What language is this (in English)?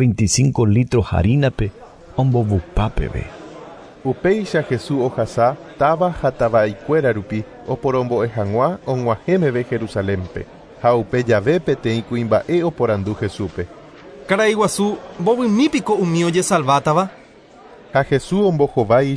Guarani